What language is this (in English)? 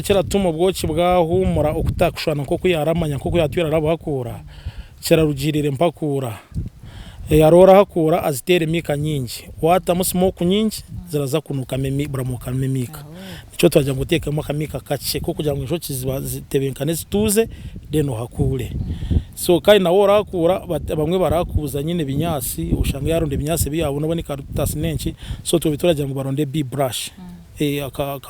Nyankole